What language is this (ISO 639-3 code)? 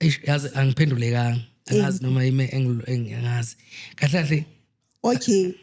zul